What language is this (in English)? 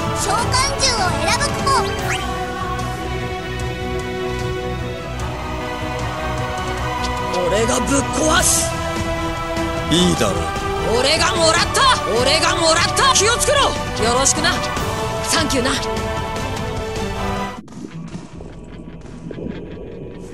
Japanese